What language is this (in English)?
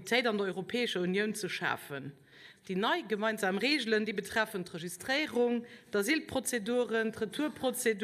Luxembourgish